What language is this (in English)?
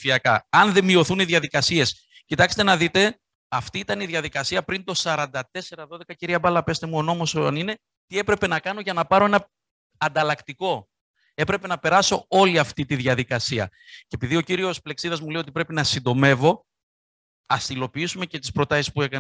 Greek